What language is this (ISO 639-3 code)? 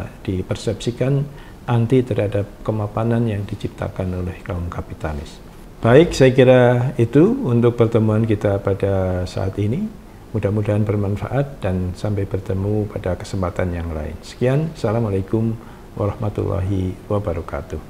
ind